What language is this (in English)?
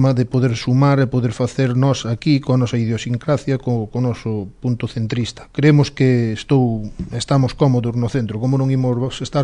Galician